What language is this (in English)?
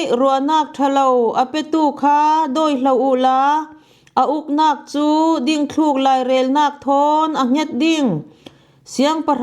Falam Chin